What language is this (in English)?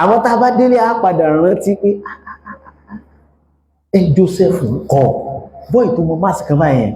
Yoruba